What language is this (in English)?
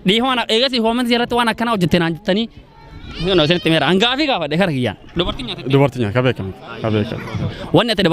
Oromo